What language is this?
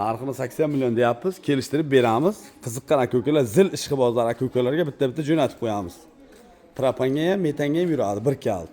Uzbek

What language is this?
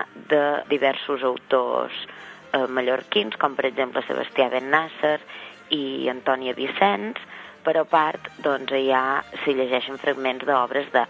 Catalan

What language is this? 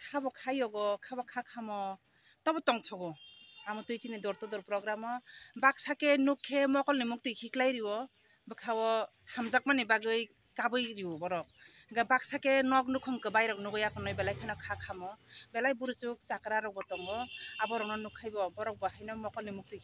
Kok Borok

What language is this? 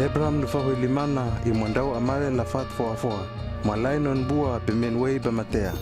Hano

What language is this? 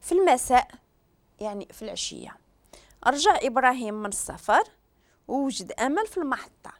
Moroccan Arabic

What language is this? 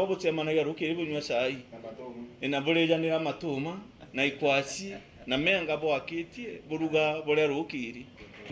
Meru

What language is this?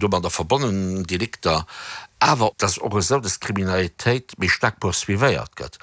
Luxembourgish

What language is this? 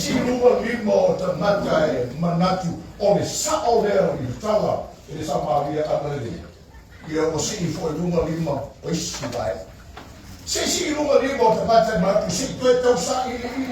Samoan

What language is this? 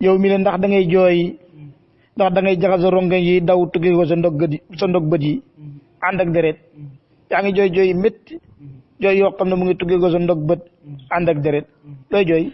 Wolof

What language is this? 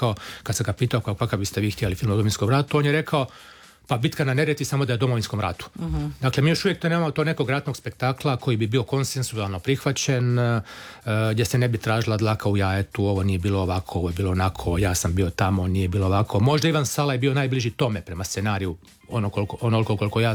Croatian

